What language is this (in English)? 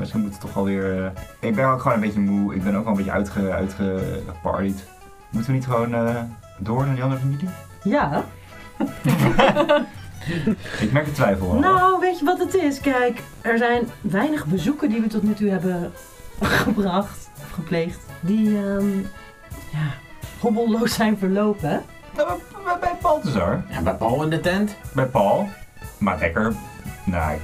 Dutch